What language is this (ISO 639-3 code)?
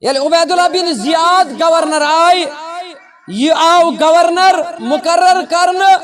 kas